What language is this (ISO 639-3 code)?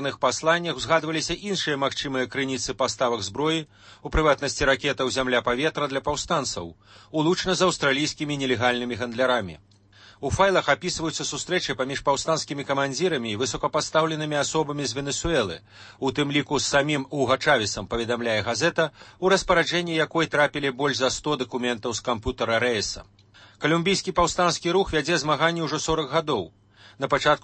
bel